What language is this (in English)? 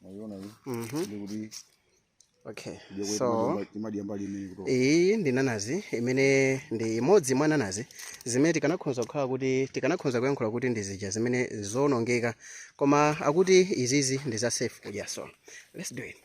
Nyanja